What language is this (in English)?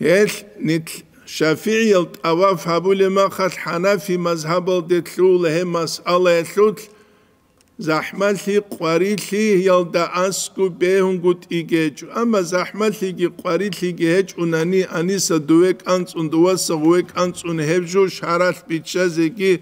Avaric